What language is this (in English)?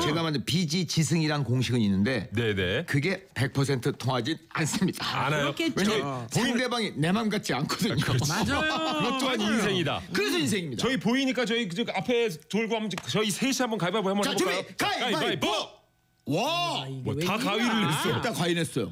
Korean